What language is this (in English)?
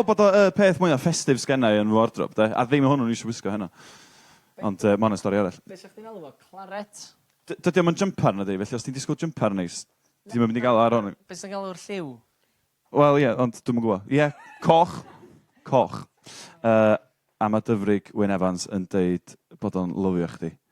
Welsh